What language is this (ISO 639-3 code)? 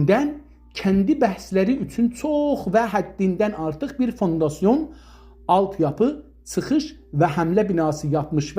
azb